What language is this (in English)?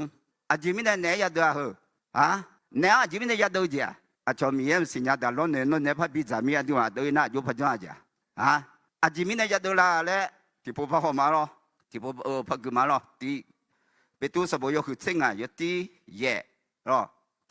Akha